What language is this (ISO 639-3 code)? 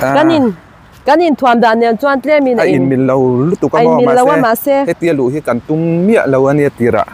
lus